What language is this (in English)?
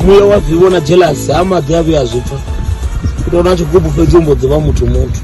Venda